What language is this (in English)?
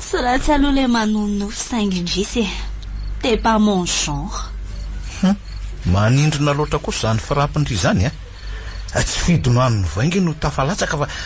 Malagasy